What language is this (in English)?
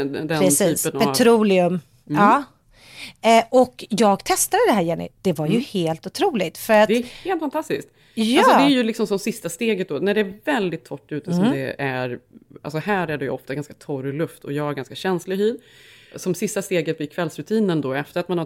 Swedish